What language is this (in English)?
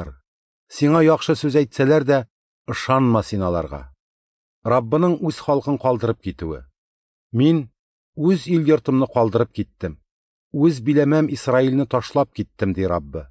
Tatar